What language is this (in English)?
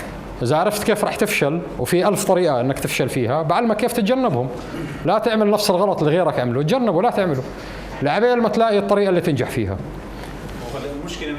North Levantine Arabic